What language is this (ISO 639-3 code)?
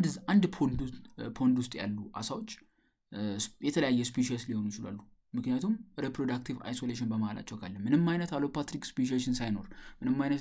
amh